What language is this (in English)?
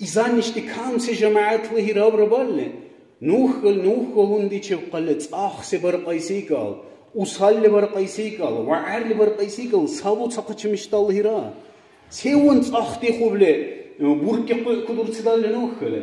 Dargwa